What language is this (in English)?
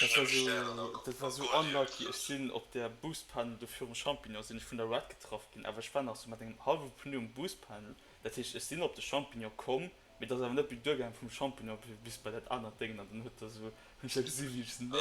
Luxembourgish